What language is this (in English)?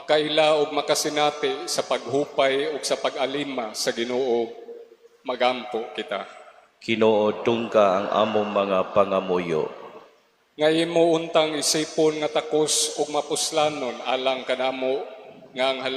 Cebuano